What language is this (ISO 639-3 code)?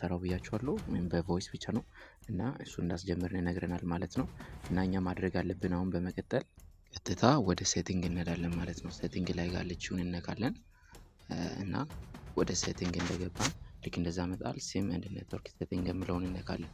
amh